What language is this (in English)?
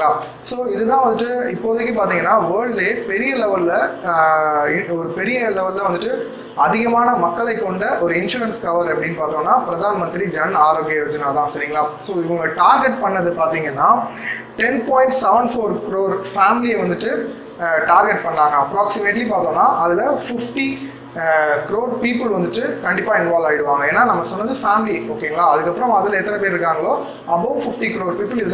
Tamil